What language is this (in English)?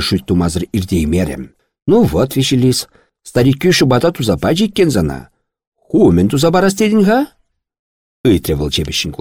Chuvash